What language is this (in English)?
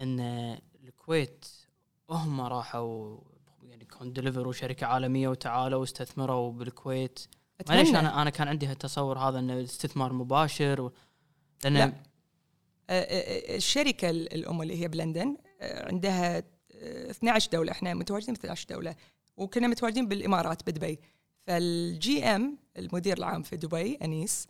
Gulf Arabic